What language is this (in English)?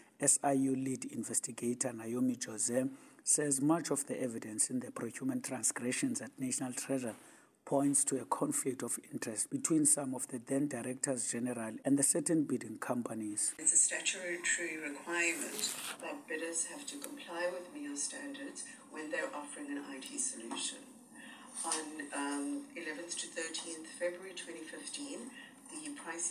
English